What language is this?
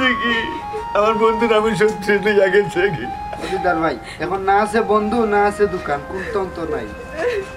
Sylheti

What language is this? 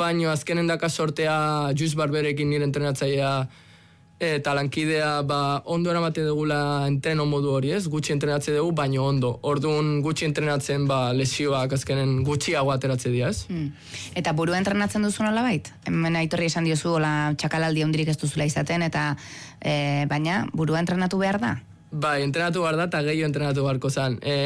Basque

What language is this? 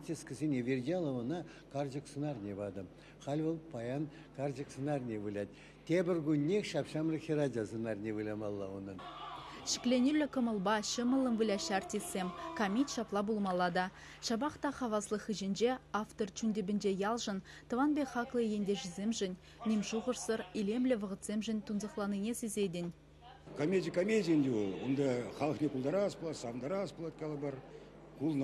Chuvash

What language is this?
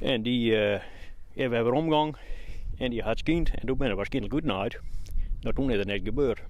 Western Frisian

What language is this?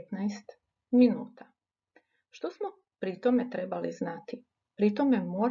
Croatian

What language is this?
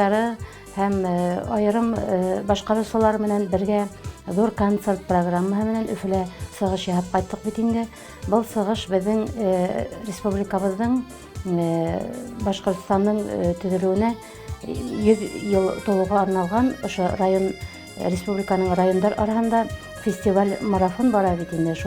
Bashkir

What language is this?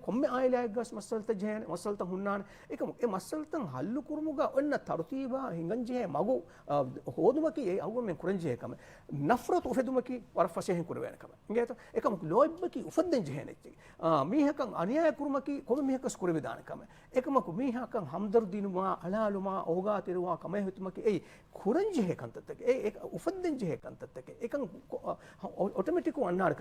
Divehi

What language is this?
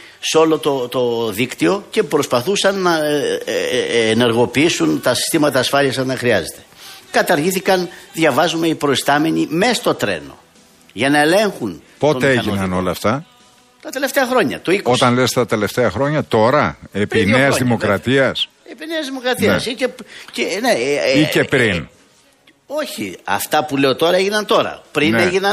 Greek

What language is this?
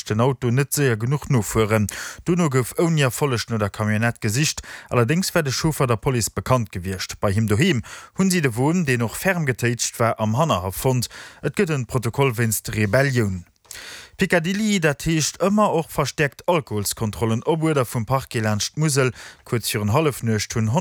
Luxembourgish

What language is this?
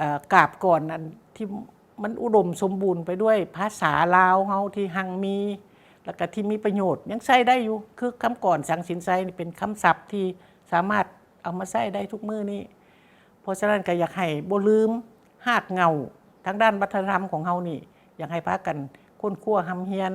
Lao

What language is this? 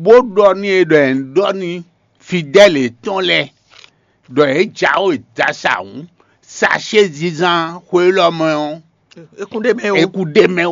Fon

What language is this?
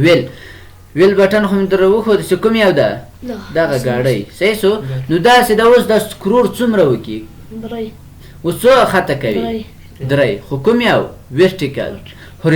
Pashto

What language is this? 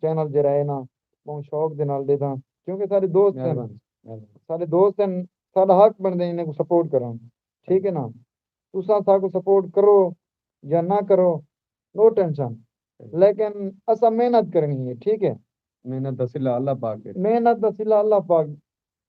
Saraiki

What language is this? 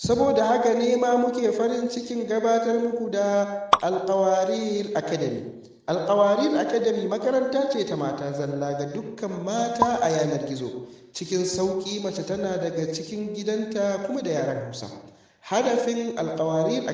Hausa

